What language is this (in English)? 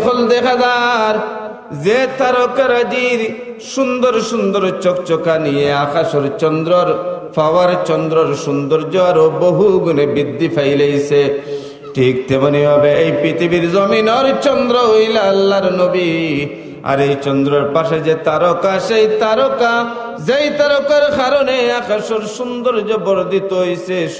Sylheti